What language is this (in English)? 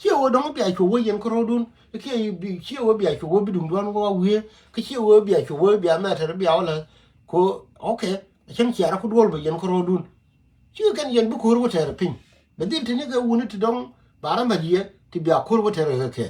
Nuer